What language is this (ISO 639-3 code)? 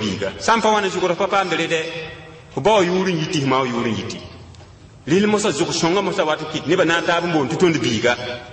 mos